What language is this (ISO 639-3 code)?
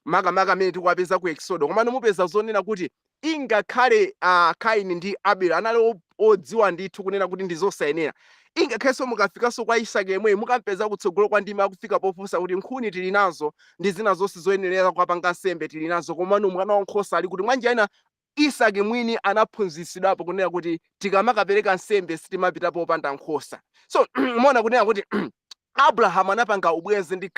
nya